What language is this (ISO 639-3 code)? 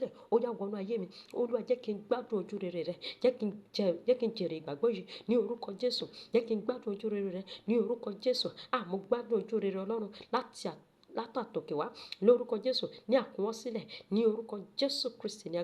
yor